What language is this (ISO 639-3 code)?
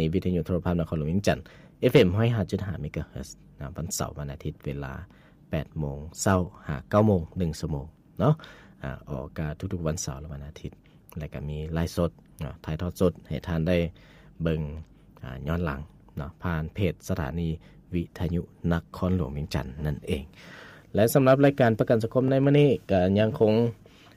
lao